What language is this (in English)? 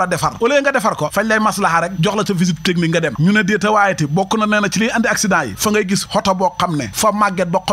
Wolof